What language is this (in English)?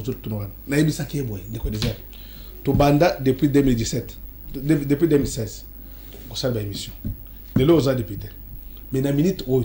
Lingala